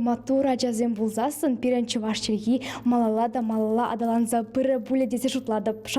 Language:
Chuvash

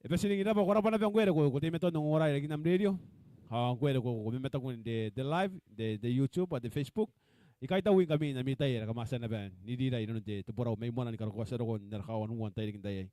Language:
Gilbertese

